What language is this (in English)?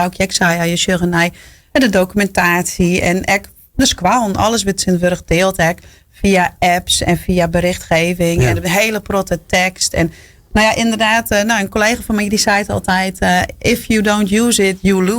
Western Frisian